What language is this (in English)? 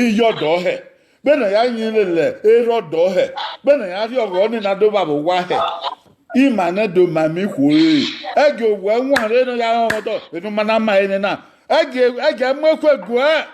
Bini